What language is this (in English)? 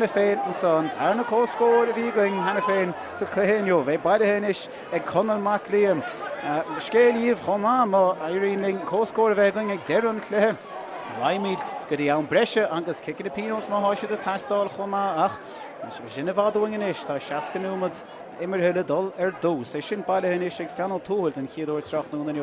Irish